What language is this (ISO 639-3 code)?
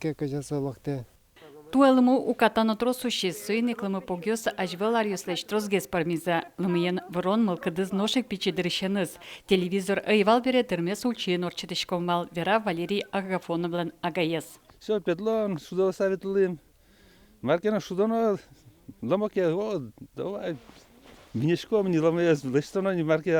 udm